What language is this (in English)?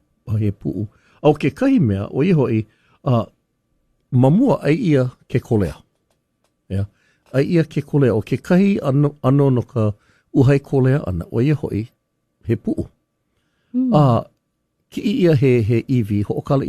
Hawaiian